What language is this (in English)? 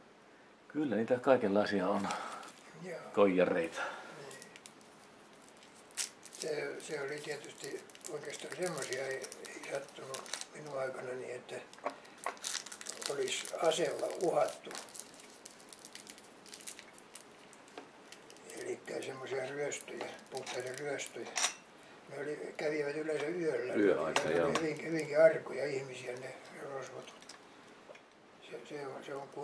Finnish